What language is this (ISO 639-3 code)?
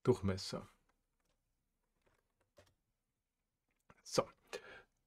deu